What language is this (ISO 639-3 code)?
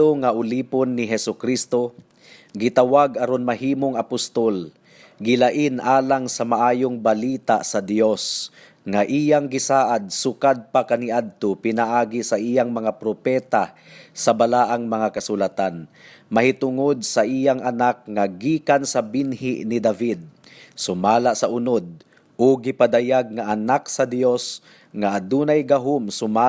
ceb